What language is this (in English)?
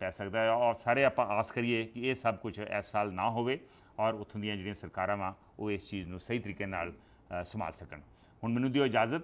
Punjabi